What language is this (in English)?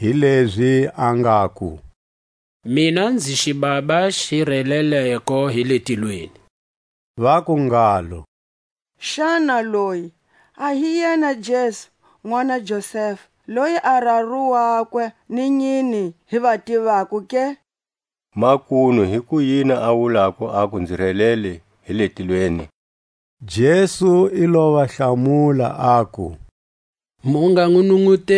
Tswa